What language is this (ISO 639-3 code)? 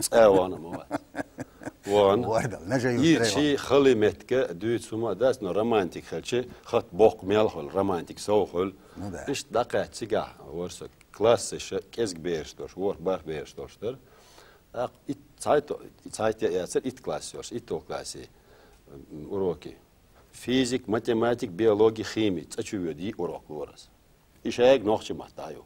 che